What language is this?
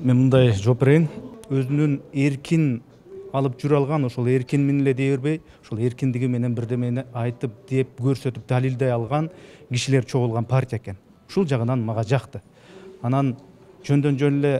Kyrgyz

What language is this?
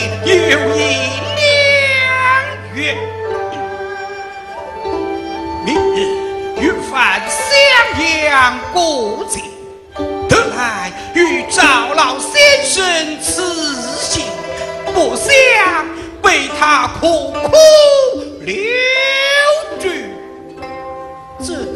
Chinese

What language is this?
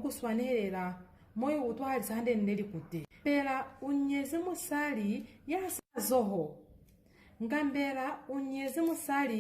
Lozi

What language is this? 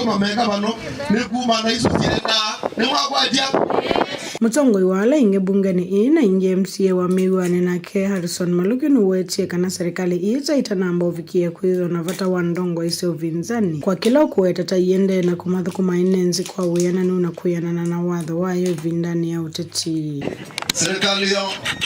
Kamba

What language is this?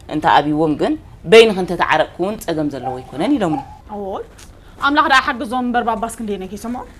Tigrinya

